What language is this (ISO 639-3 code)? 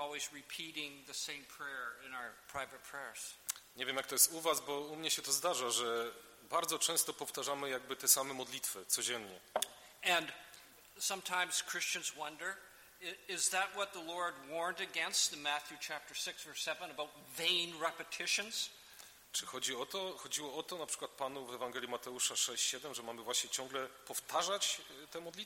pol